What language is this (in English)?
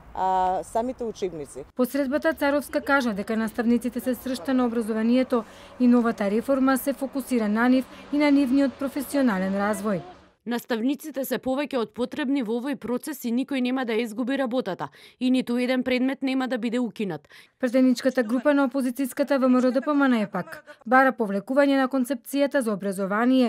Macedonian